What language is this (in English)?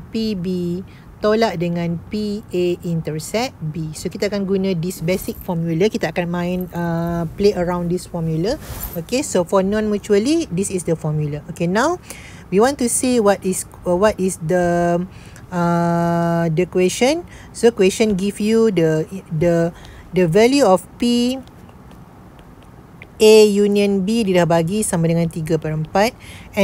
Malay